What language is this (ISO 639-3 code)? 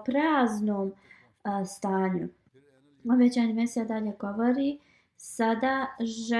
bos